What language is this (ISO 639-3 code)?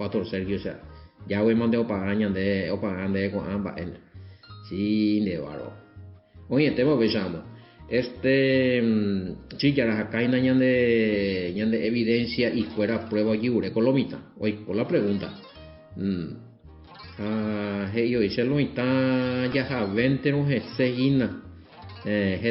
grn